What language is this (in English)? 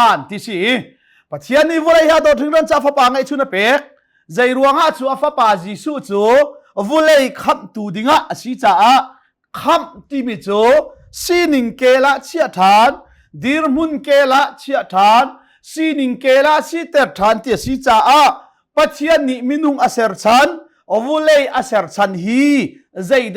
Hakha Chin